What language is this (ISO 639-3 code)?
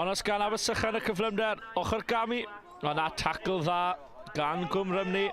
cym